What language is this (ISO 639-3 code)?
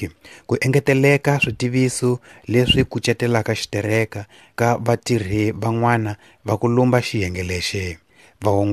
tso